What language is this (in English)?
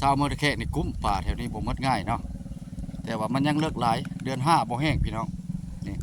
Lao